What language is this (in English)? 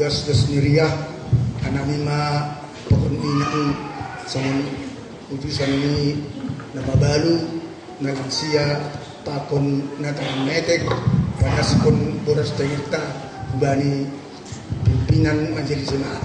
Batak Simalungun